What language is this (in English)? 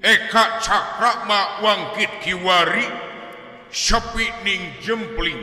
Sundanese